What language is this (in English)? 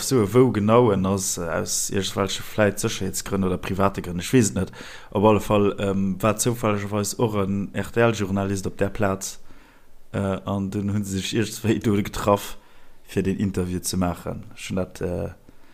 Luxembourgish